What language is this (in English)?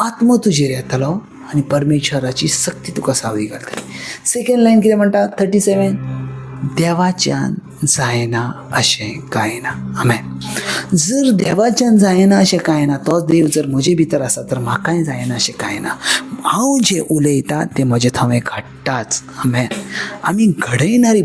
Konkani